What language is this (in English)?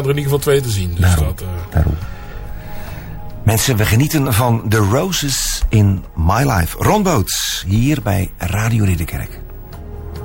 Dutch